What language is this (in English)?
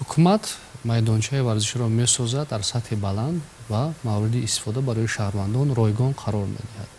Tajik